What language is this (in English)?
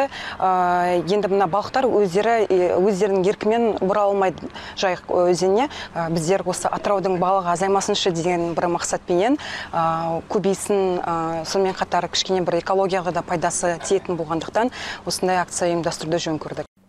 Kazakh